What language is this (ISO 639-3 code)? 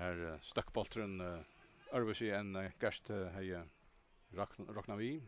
fao